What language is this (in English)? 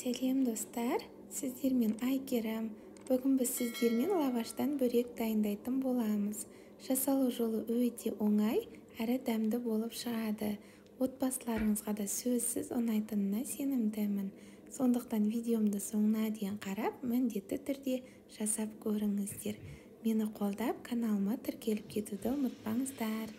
Kazakh